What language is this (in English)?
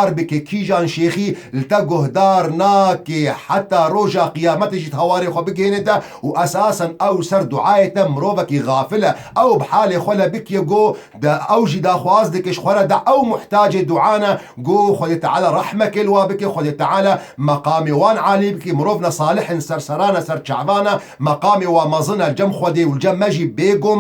Kurdish